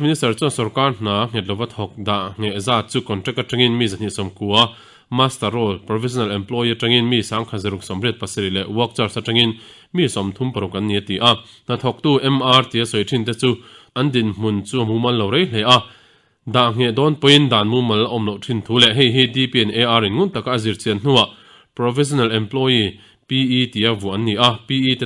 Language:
Mizo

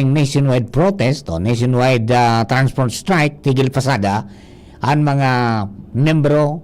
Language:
Bikol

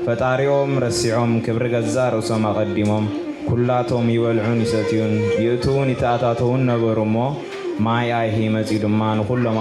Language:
Tigrinya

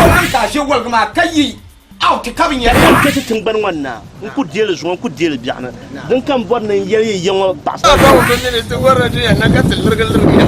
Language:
Dagbani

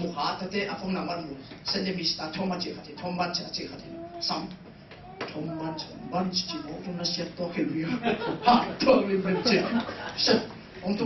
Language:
Tedim Chin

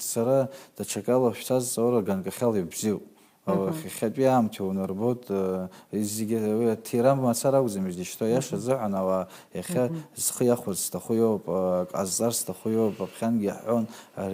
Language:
Abkhazian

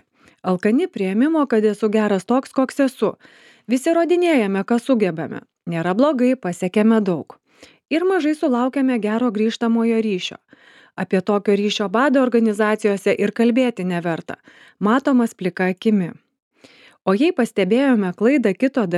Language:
Lithuanian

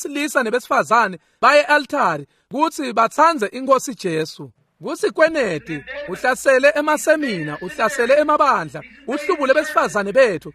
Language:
Swati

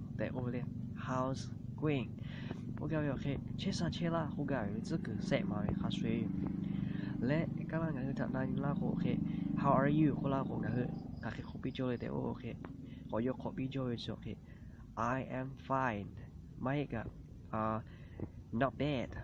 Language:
Lahu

